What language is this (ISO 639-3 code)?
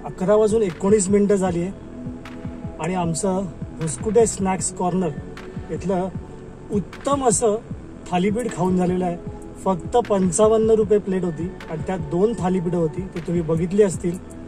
mar